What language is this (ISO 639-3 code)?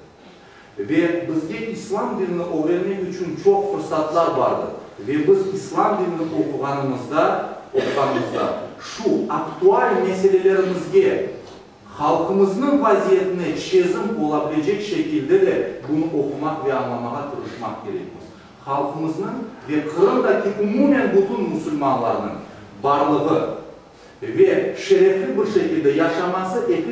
crh